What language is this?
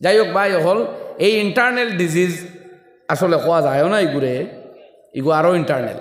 Sylheti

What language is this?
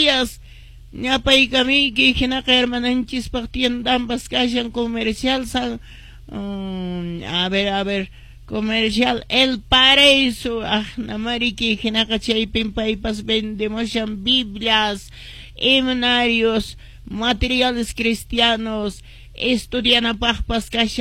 Quechua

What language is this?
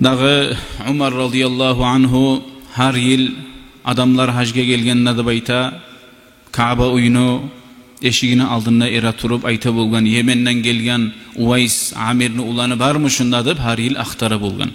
Kumyk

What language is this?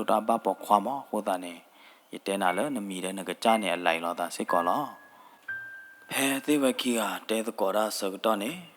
S'gaw Karen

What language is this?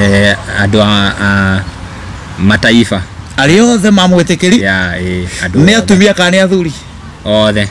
Kikuyu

